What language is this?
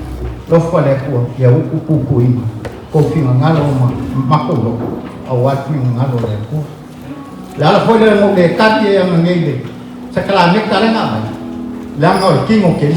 Samoan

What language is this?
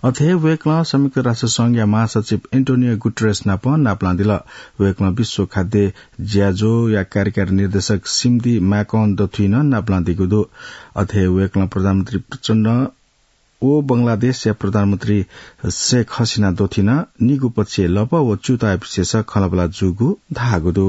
Newari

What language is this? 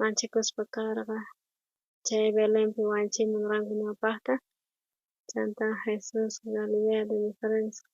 South Bolivian Quechua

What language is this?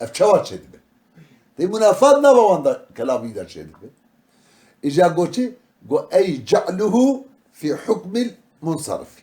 Kurdish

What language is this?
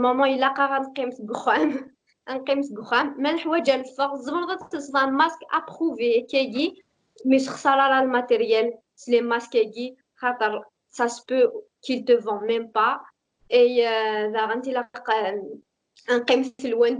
Kabyle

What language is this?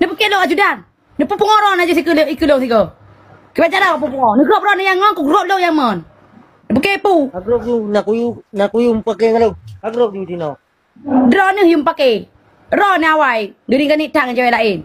Achinese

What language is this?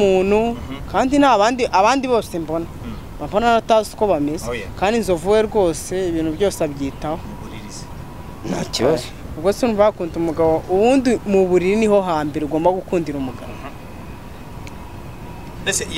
Kinyarwanda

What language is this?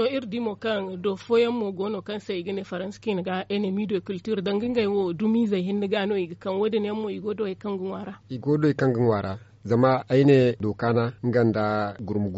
Zarma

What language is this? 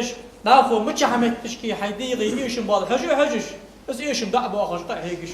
Ingush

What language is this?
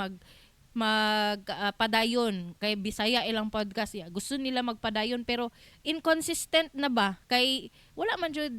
Cebuano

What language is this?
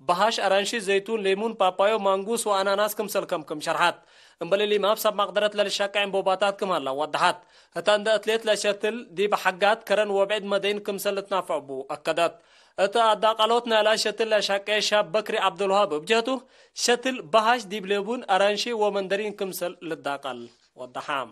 Tigre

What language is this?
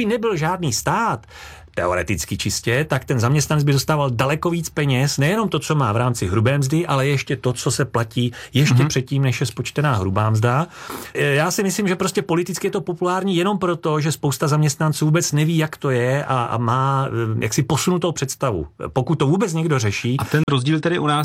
Czech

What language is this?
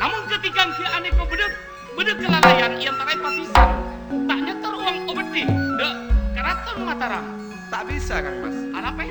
Madurese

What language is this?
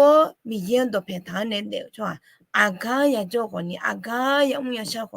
Akha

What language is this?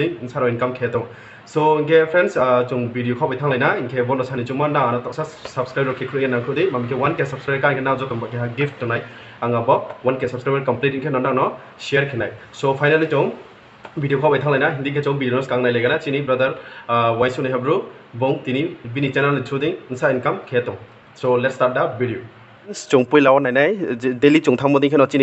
Riang (India)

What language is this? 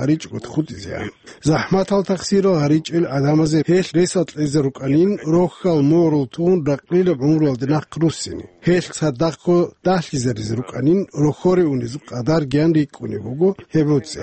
Avaric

